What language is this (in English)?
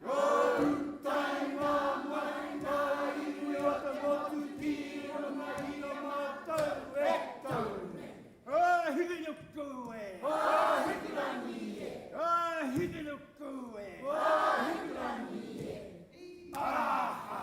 Māori